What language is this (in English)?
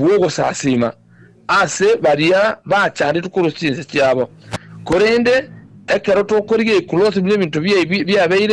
Gusii